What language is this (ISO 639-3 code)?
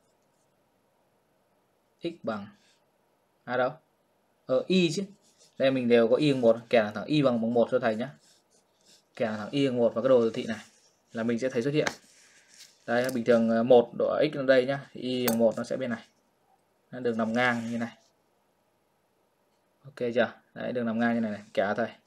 vie